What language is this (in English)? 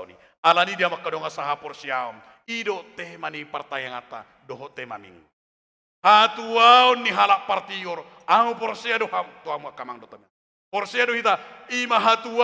Batak Toba